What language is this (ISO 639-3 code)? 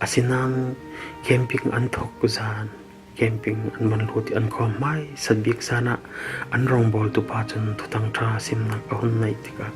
cfm